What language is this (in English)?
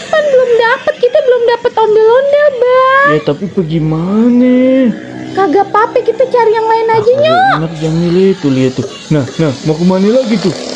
Betawi